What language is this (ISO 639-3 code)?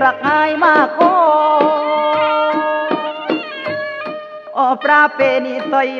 tha